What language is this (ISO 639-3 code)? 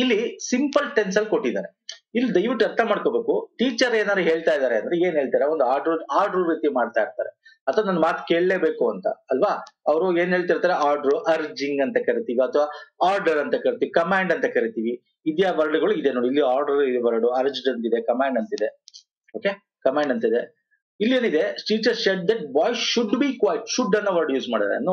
kan